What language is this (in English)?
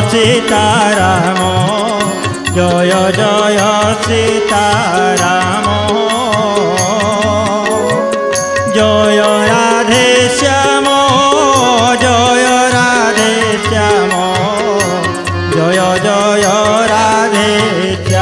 Odia